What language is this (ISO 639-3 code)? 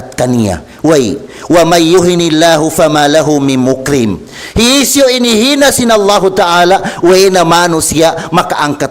tsg